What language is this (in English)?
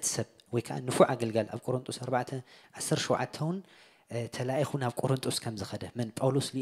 Tigrinya